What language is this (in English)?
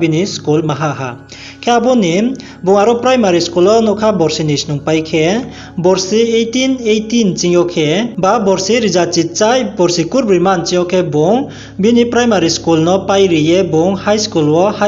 Riang (India)